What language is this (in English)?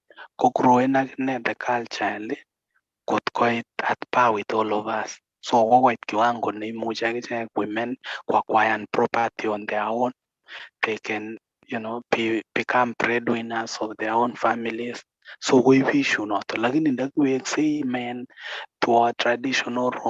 Kalenjin